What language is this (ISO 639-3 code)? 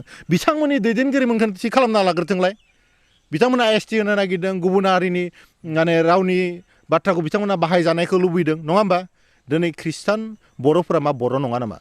brx